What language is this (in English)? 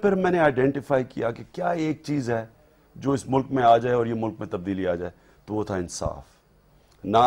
Urdu